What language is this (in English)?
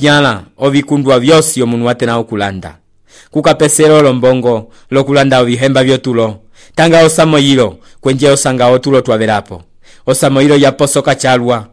Umbundu